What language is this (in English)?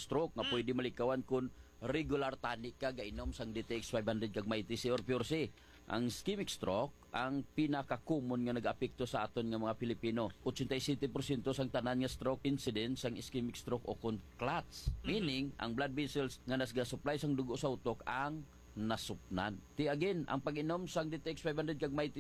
Hiligaynon